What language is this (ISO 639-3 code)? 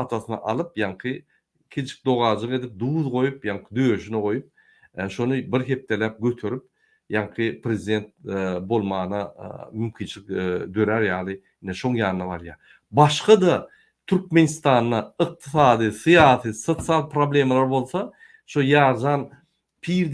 tuk